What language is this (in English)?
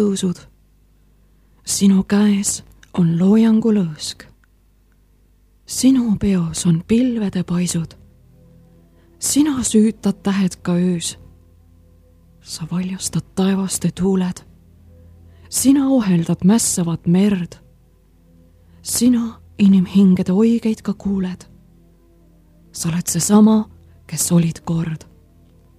Estonian